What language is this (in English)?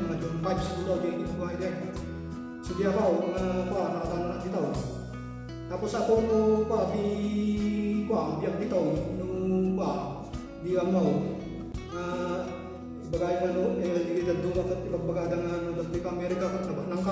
Iloko